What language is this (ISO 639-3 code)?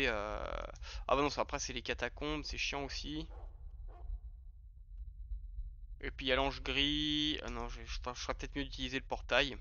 fra